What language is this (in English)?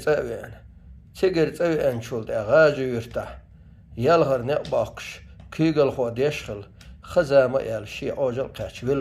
Chechen